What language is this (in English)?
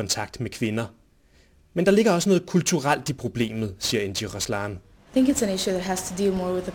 Danish